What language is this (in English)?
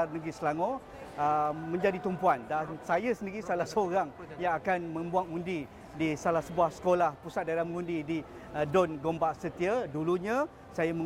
Malay